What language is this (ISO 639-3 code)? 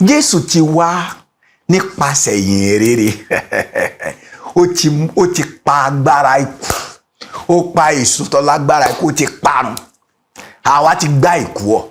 yor